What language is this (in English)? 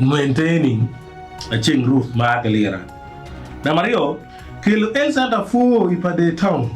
Acoli